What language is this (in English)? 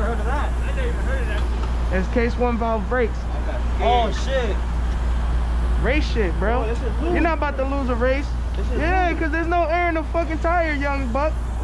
English